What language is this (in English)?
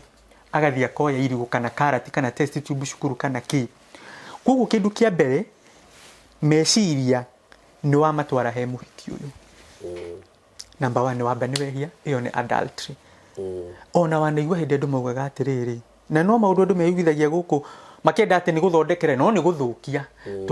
Kikuyu